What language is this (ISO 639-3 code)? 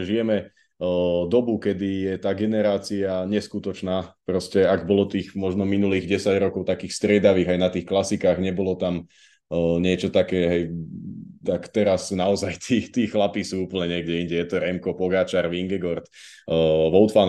slk